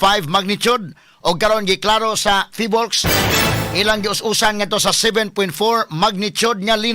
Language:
Cebuano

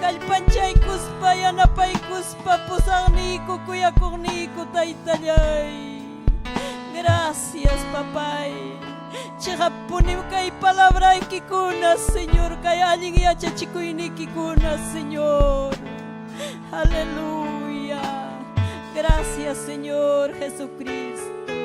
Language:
Ayacucho Quechua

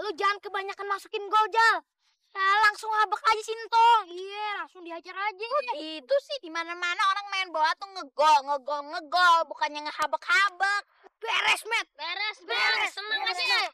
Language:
Betawi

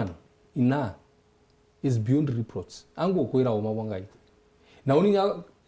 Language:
Meru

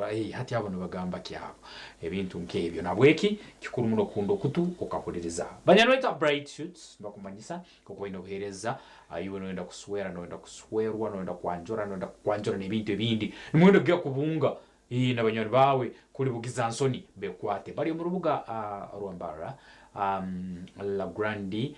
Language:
Nyankole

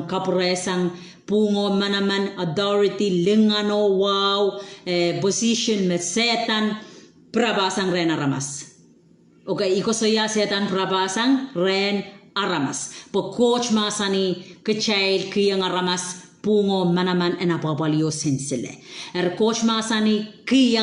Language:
Pohnpeian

